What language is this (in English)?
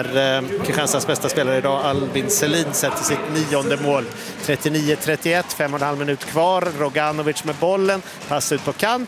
Swedish